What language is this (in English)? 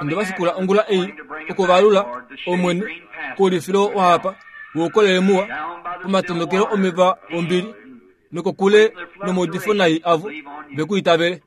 Kuanyama